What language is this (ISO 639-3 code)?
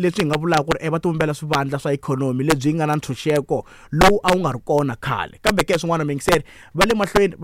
tso